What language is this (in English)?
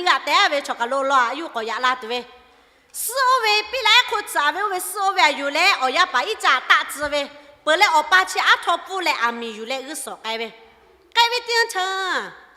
Lahu